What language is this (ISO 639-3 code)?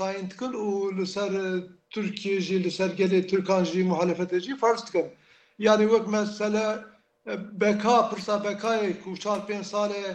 kur